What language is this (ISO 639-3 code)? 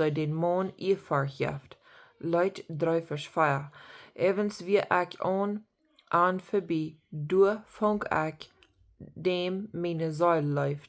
pdt